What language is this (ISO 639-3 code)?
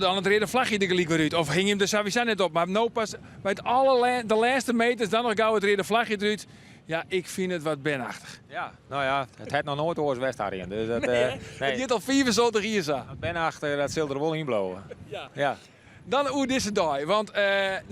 fry